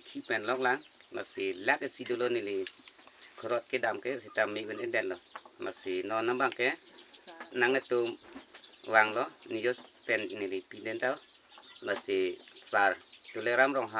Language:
Karbi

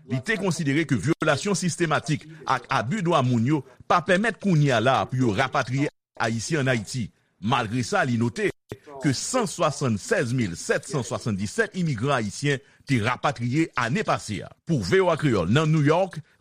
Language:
Haitian Creole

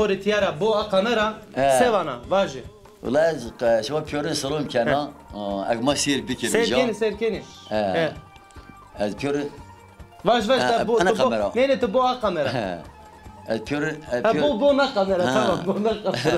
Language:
Zaza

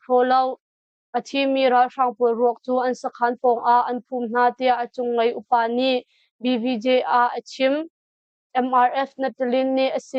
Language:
Hakha Chin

